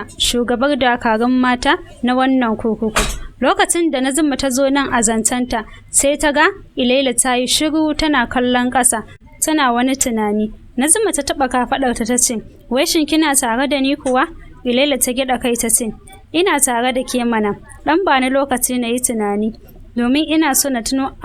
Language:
Hausa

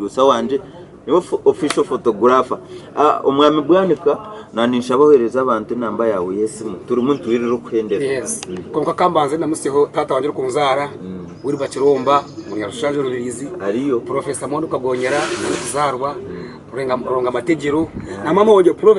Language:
Nyankole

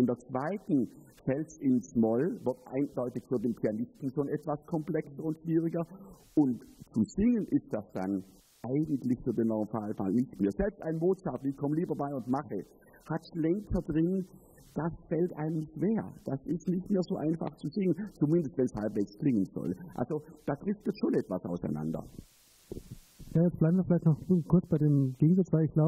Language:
German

